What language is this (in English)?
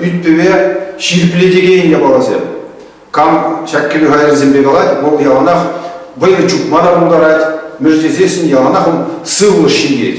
Chuvash